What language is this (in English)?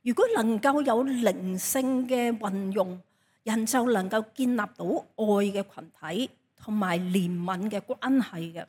Cantonese